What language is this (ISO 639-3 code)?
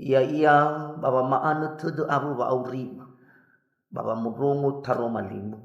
nia